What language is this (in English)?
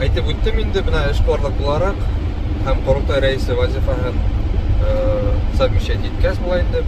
Bashkir